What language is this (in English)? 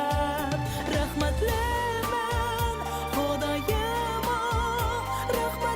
Bashkir